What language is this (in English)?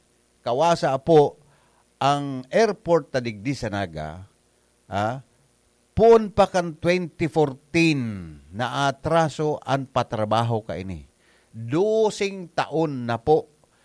Bikol